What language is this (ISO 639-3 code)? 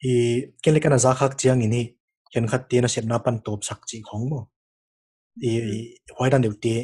pck